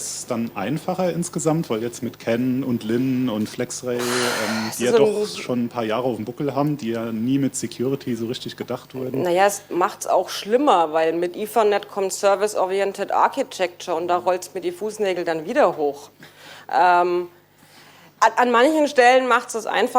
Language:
German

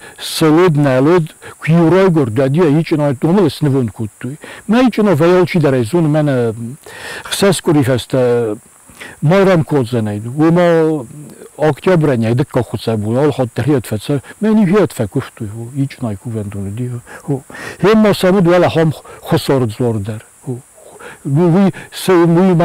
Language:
Ossetic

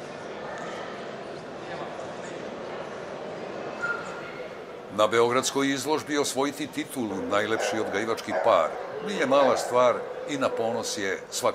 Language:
Serbian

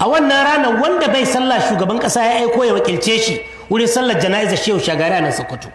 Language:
Hausa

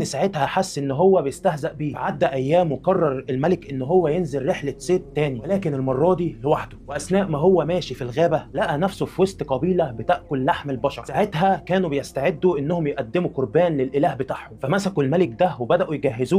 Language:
Egyptian Arabic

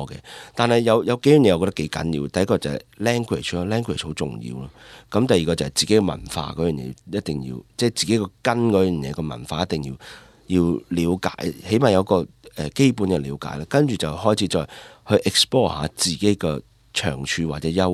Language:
Cantonese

